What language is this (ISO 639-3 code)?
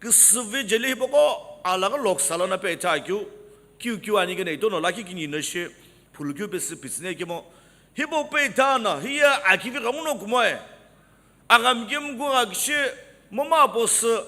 nsm